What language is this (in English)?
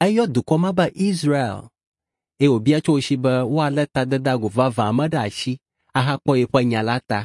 Ewe